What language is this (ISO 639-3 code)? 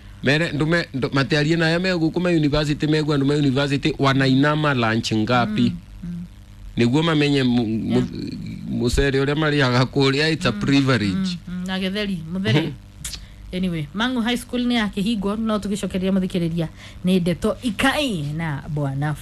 kik